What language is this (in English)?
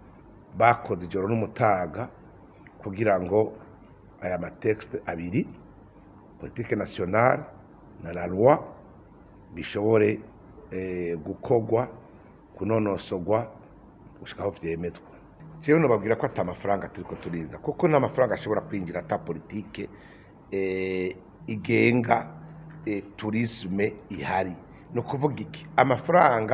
Rundi